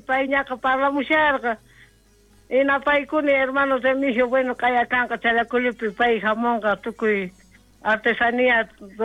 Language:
South Bolivian Quechua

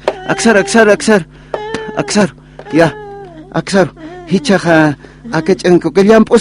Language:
Aymara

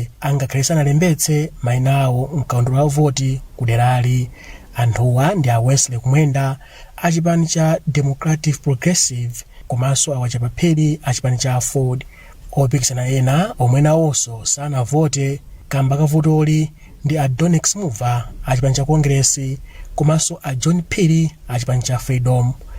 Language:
Nyanja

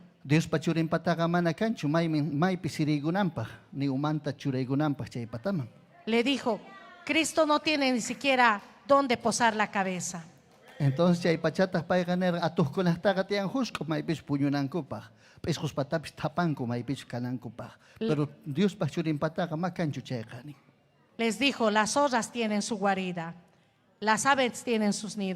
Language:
Ayacucho Quechua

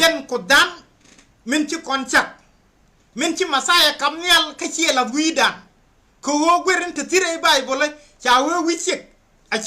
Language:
Nuer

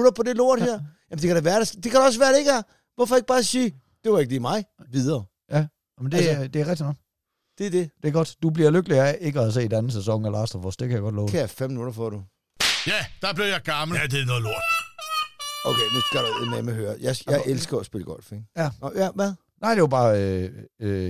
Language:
Danish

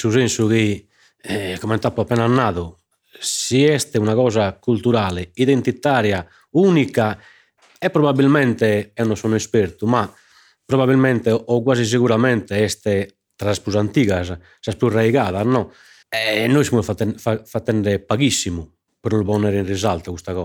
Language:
Sardinian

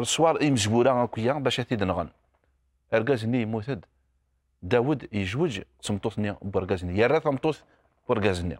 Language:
Kabyle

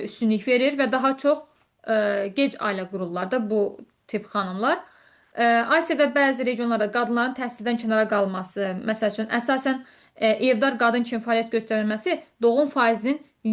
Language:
Azerbaijani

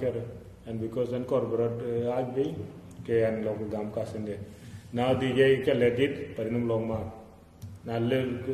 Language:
Dinka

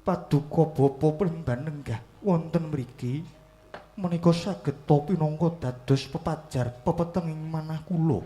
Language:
Javanese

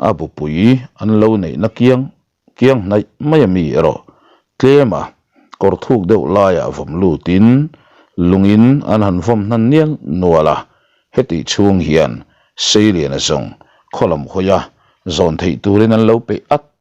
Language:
Mizo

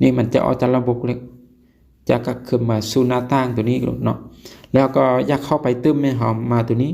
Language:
Lao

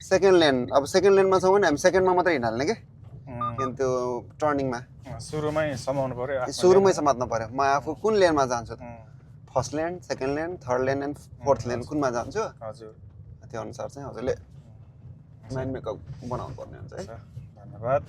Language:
Nepali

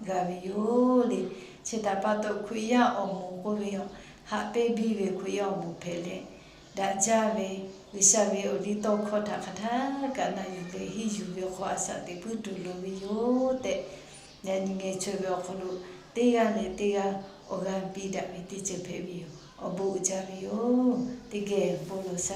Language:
Lahu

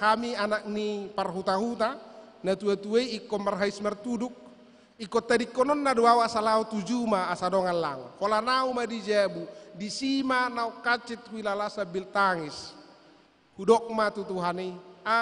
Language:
Batak Toba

